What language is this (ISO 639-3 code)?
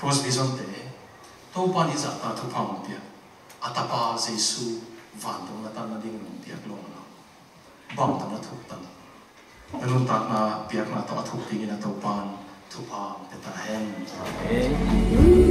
ctd